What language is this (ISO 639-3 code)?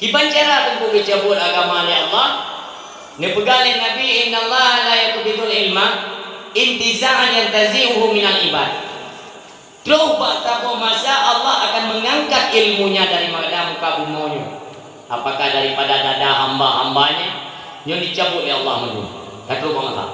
ace